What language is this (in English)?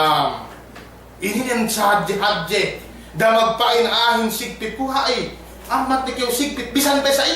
Yakan